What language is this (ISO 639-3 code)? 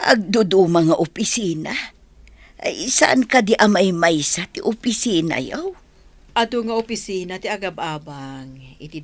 ilo